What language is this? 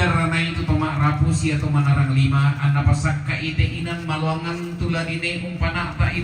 Toraja-Sa'dan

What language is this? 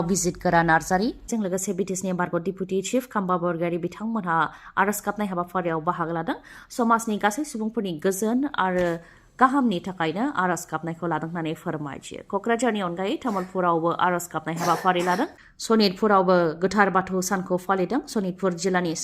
Bodo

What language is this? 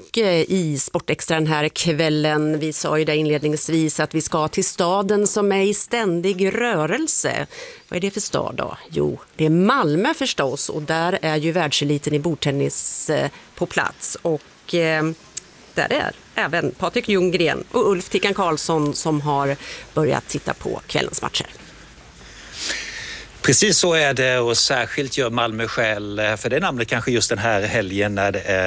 Swedish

